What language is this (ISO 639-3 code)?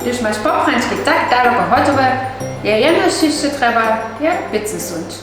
hsb